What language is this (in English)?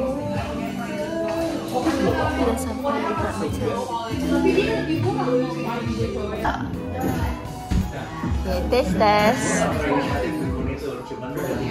Malay